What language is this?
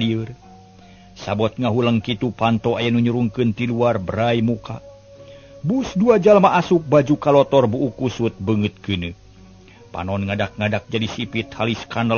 Sundanese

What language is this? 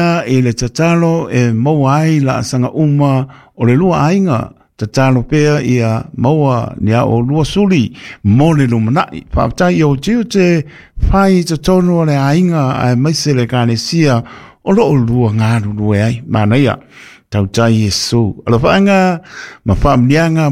Samoan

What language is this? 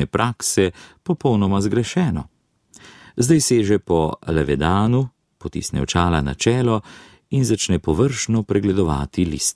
Slovenian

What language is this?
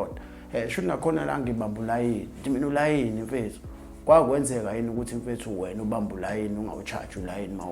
Zulu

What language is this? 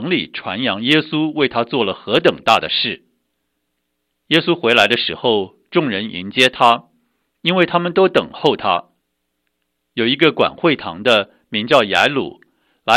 Chinese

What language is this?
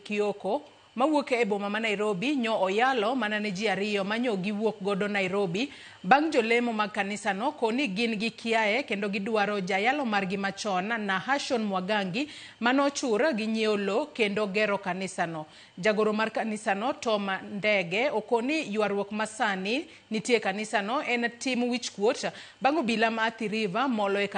Luo (Kenya and Tanzania)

